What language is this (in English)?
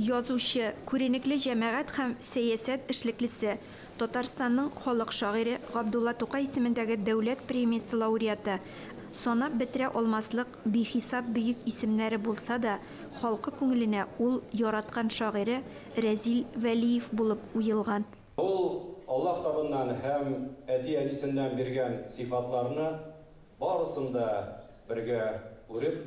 Tatar